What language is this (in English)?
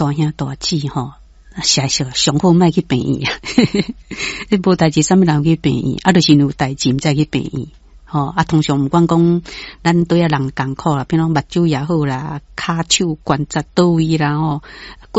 Min Nan Chinese